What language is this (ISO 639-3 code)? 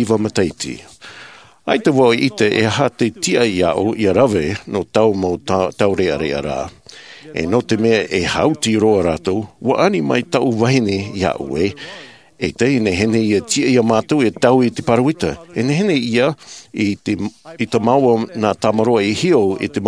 tah